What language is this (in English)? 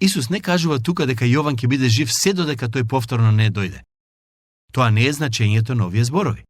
Macedonian